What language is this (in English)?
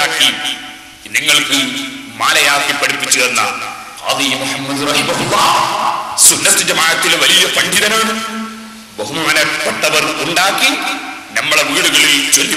Malayalam